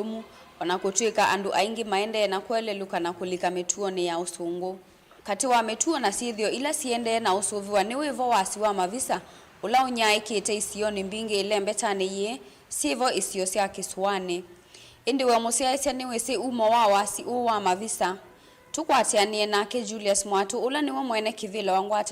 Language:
Kamba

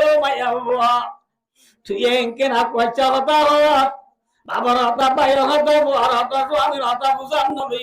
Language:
Rohingya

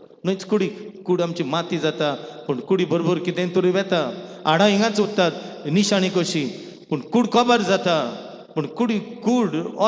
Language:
Konkani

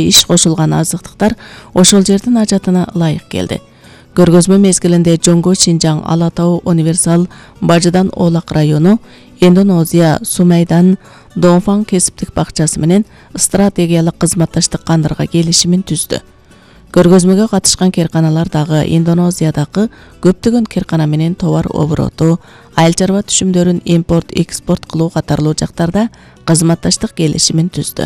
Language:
Kyrgyz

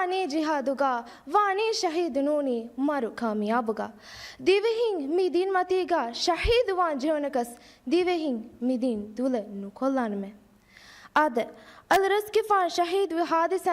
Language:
Divehi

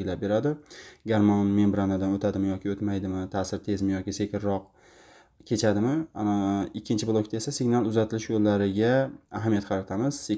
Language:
Uzbek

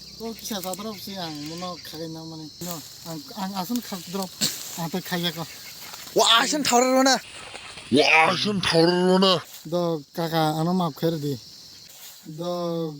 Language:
Kok Borok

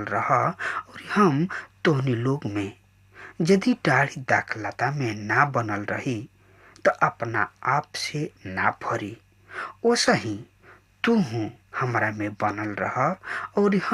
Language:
Bhojpuri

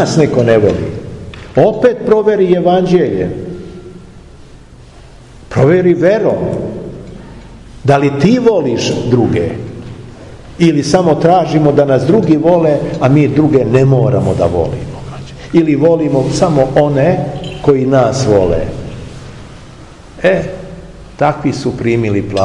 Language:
Serbian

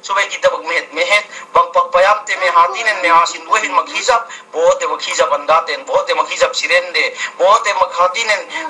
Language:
Yakan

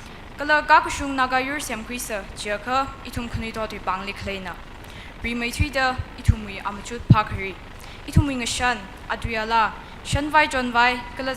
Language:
Tangkhul Naga (India)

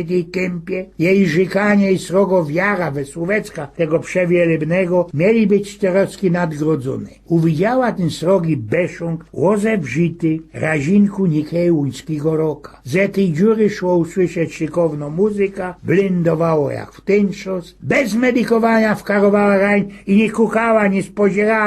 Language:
Silesian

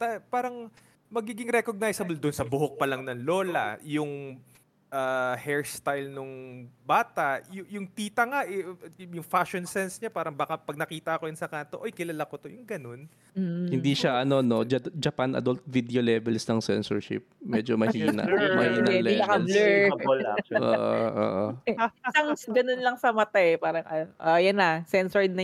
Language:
Filipino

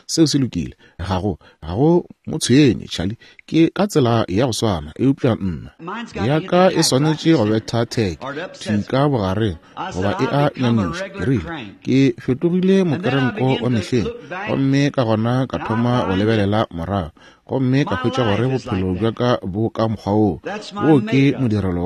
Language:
Northern Sotho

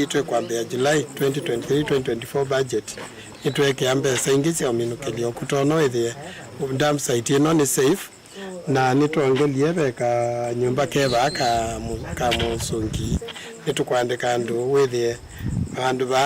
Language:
Kamba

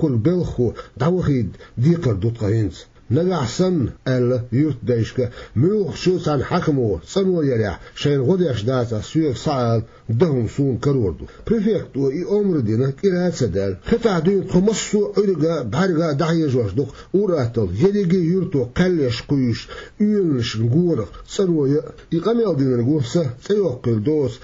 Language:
Chechen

